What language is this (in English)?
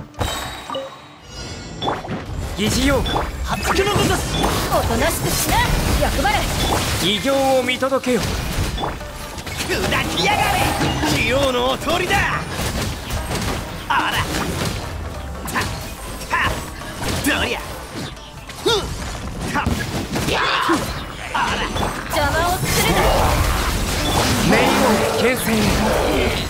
Japanese